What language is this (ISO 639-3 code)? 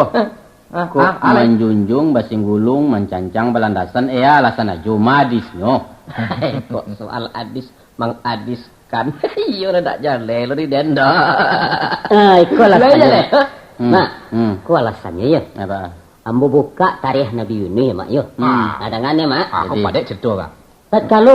min